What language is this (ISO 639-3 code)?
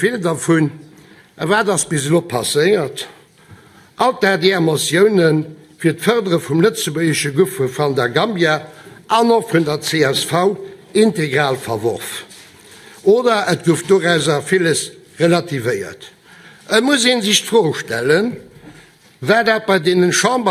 ltz